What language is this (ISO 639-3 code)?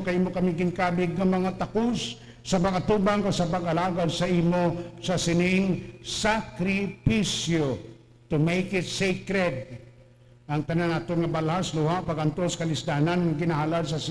hil